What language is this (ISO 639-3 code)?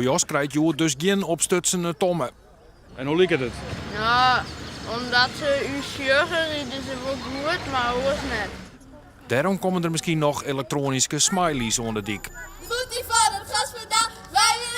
fry